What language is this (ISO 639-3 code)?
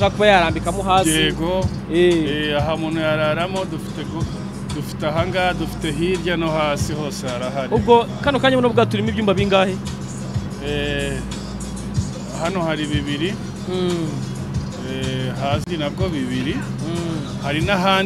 kin